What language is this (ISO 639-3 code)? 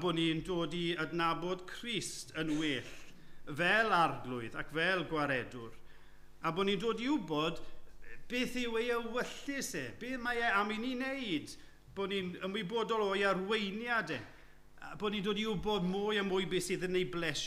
cym